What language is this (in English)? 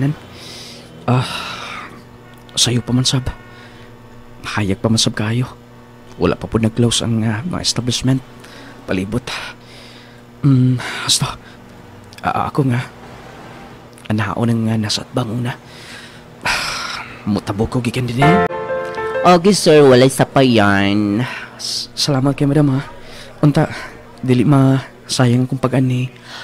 Cebuano